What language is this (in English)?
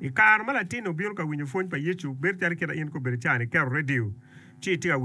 Acoli